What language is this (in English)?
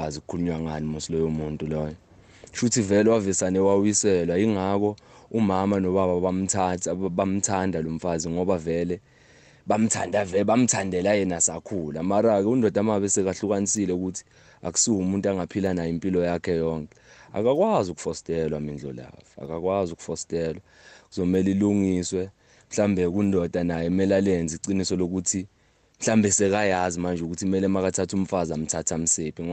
South Ndebele